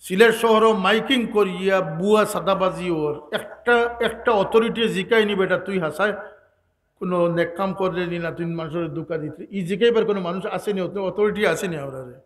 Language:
Sylheti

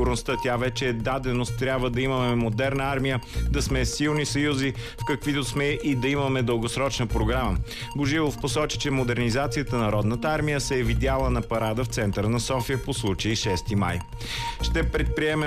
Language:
Bulgarian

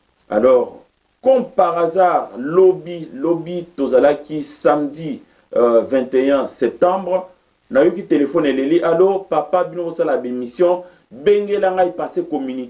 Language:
Lingala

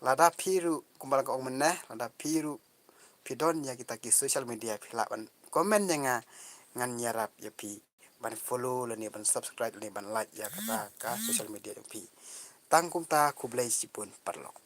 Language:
Khasi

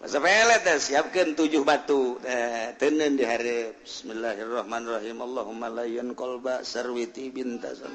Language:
Sundanese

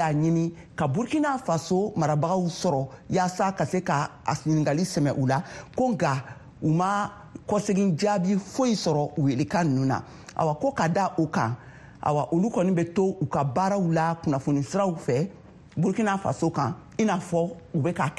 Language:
Bambara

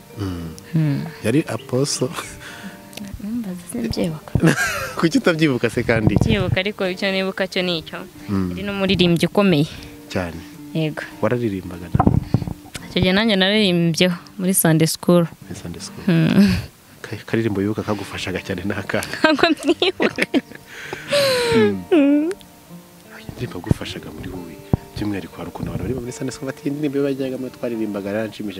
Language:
Kinyarwanda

